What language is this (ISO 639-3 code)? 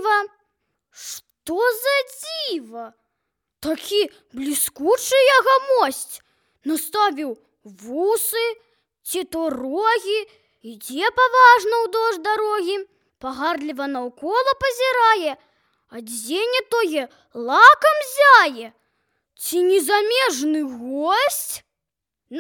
bel